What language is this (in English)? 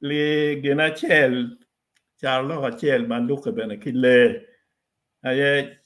Acoli